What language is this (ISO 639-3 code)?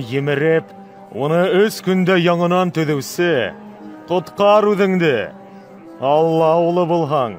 bak